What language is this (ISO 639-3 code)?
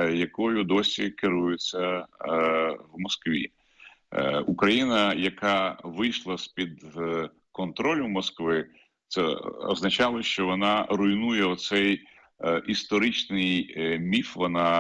ukr